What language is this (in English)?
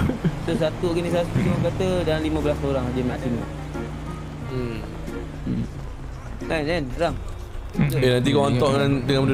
Malay